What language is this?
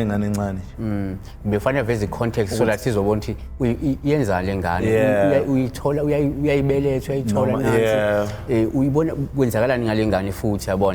Zulu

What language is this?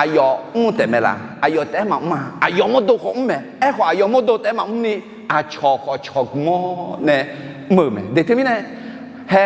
Akha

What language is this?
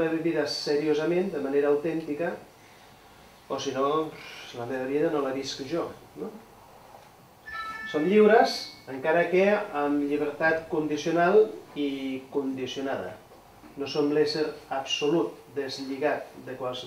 Catalan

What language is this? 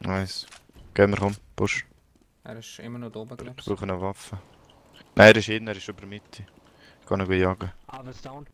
Swiss German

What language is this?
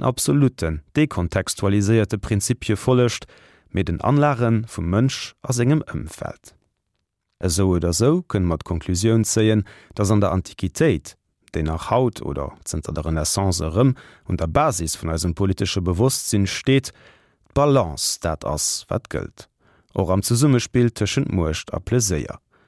Luxembourgish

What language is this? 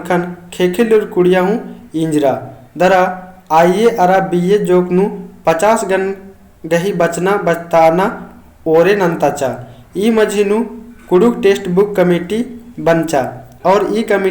Kurukh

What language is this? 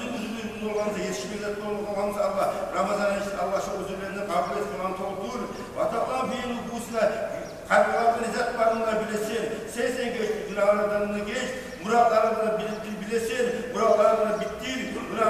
Kumyk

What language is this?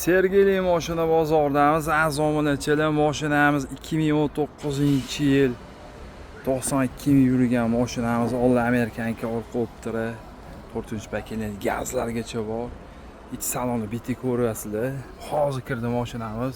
Uzbek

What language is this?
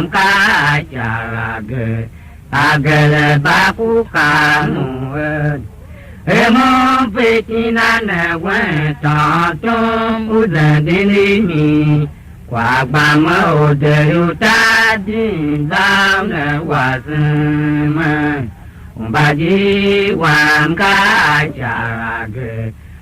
Tiv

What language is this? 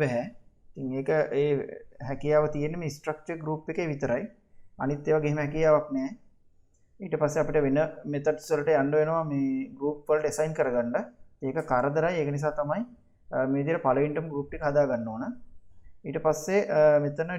Sinhala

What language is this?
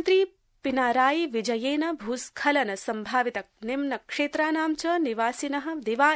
Sanskrit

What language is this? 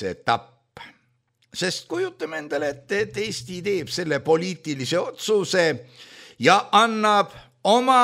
Estonian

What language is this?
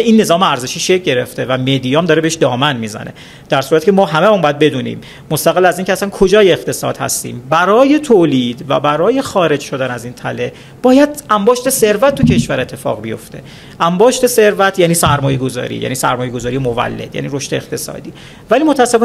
Persian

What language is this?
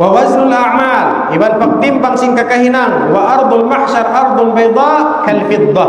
Tausug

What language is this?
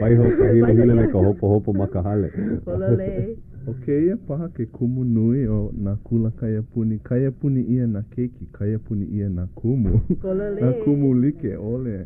Hawaiian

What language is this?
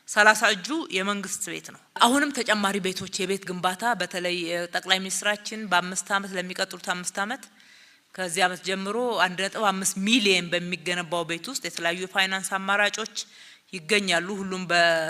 Amharic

